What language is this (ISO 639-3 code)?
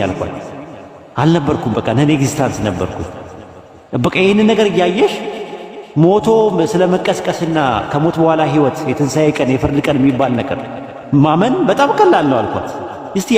amh